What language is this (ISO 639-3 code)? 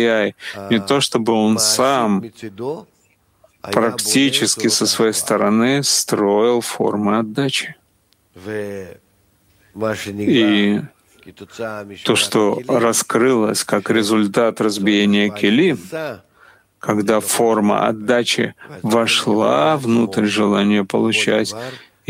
rus